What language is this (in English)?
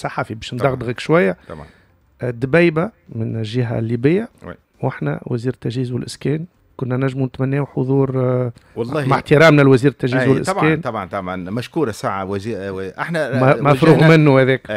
Tunisian Arabic